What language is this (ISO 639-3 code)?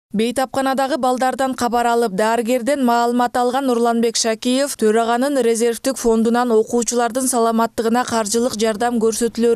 kir